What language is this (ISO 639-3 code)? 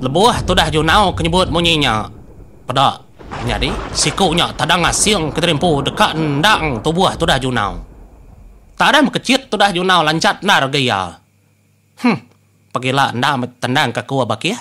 iba